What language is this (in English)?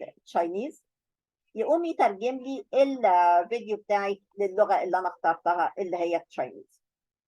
Egyptian Arabic